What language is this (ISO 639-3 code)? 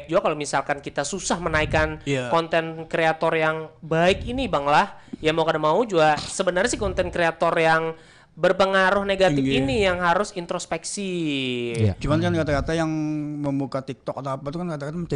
bjn